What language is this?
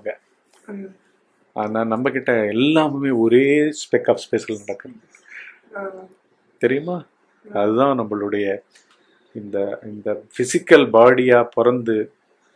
Tamil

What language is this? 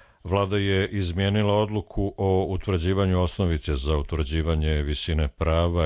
Croatian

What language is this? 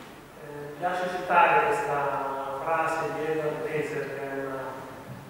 Italian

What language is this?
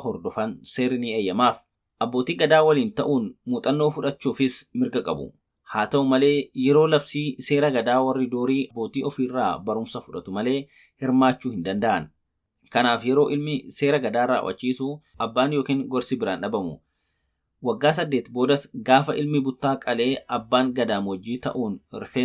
Oromo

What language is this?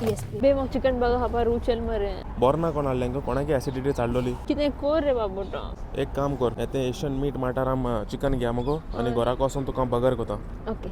Konkani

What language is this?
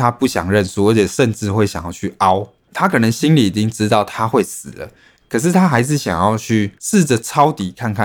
Chinese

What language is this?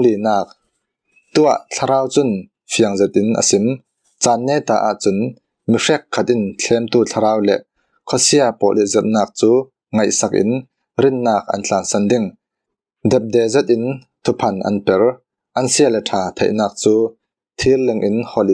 Falam Chin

